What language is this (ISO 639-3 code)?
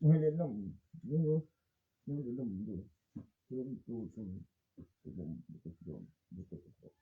tts